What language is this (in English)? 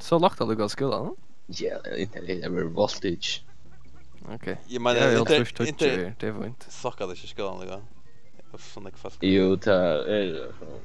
Faroese